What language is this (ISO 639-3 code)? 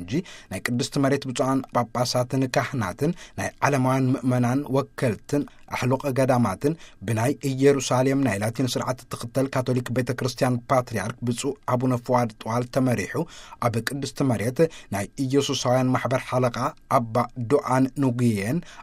tir